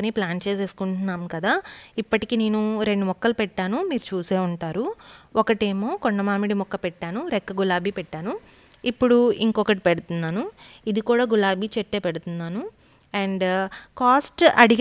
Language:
Telugu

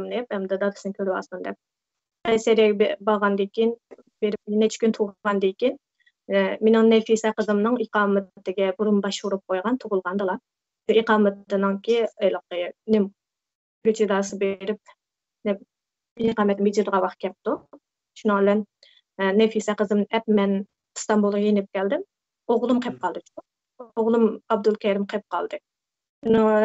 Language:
Uyghur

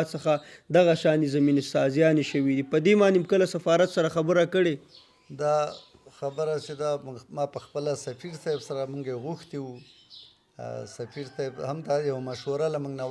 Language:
Pashto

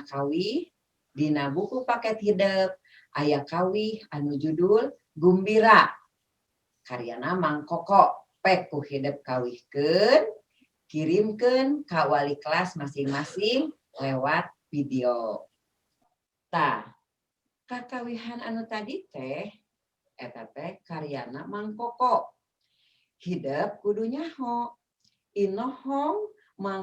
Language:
Sundanese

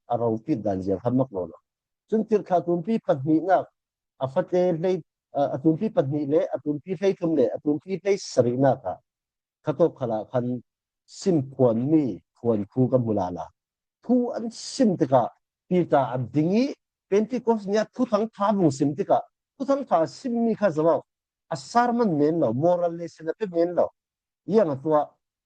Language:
Falam Chin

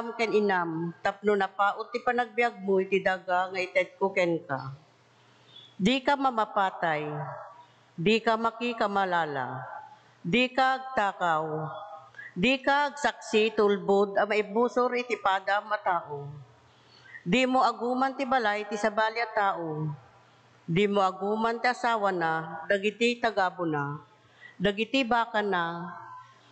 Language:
Iloko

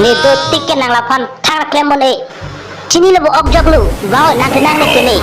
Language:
Karbi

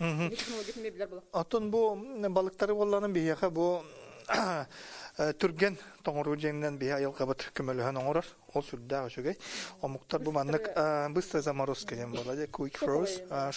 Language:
Yakut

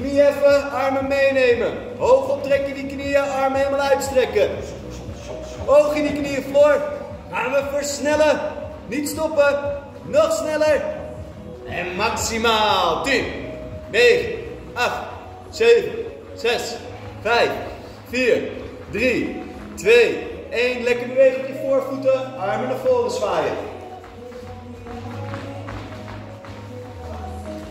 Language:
Dutch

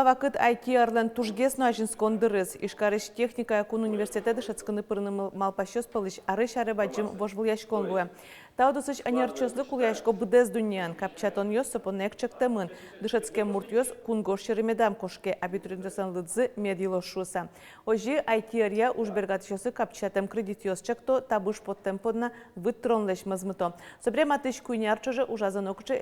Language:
Udmurt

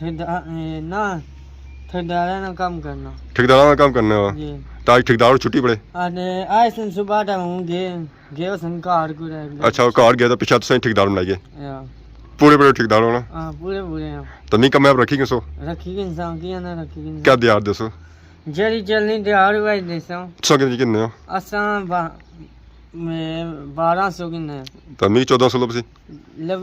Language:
Pahari-Potwari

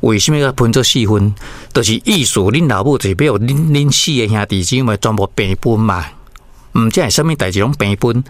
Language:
Min Nan Chinese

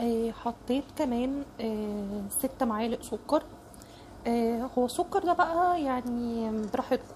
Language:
Egyptian Arabic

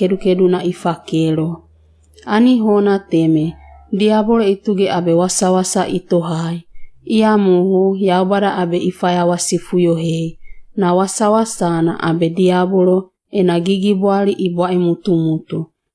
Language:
Wagawaga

